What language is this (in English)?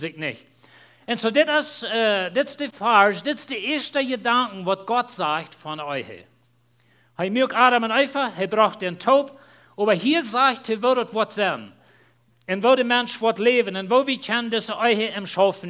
Plautdietsch